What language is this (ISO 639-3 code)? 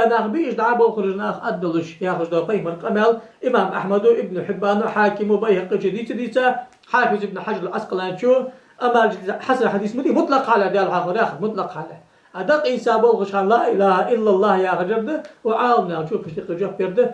inh